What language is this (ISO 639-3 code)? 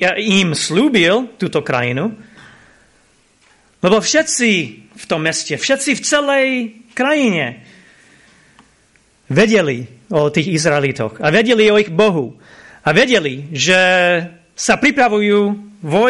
slk